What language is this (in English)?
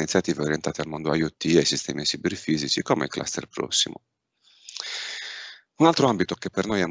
Italian